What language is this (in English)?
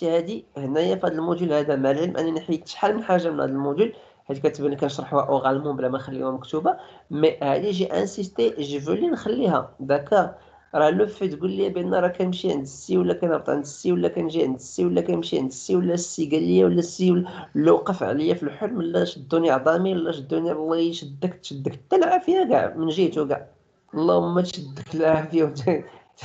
Moroccan Arabic